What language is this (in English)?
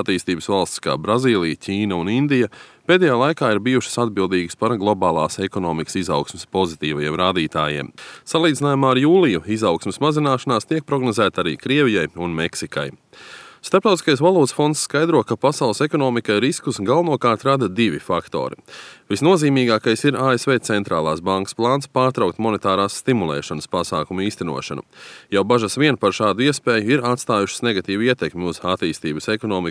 Latvian